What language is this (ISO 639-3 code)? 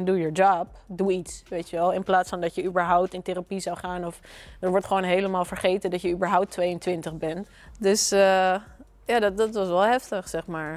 nld